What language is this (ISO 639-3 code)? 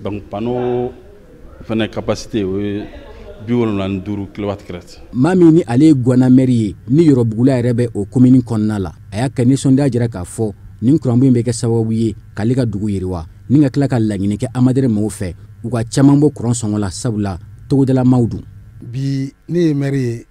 bam